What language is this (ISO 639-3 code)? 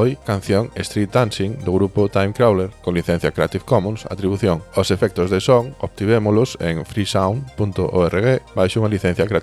glg